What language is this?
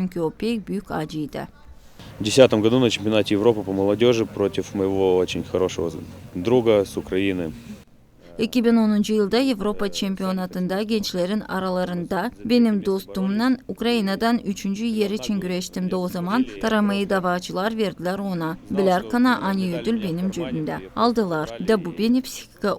Gagauz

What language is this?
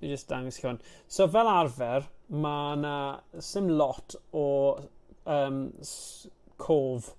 Welsh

